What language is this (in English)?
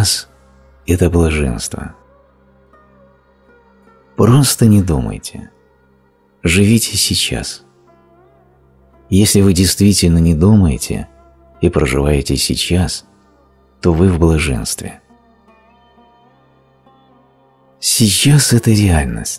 Russian